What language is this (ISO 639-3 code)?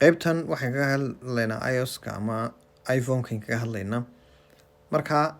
som